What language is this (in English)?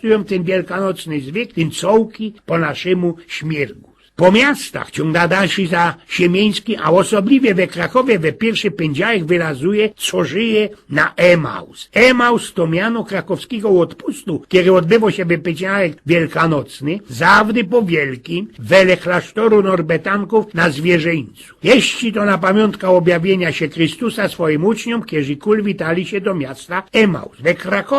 Silesian